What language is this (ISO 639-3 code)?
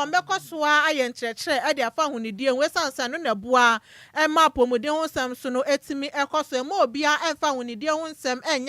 aka